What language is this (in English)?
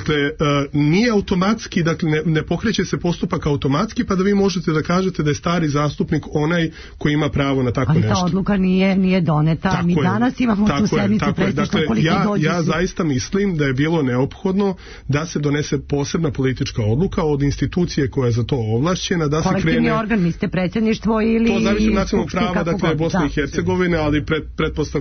Serbian